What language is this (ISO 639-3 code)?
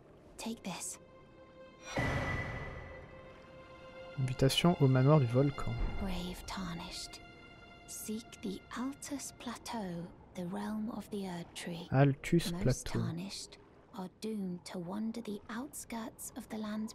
fra